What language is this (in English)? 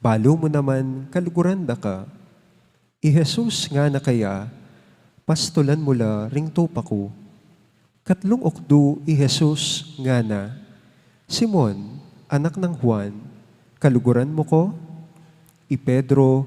Pampanga